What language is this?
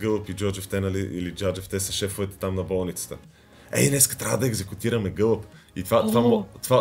Bulgarian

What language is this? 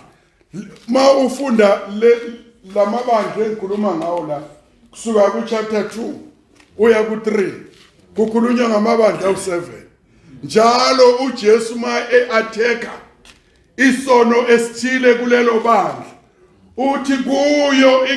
Zulu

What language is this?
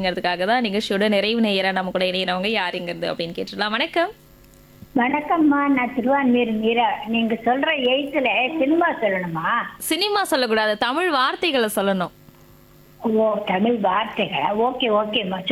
Tamil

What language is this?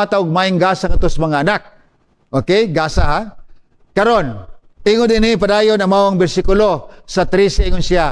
Cebuano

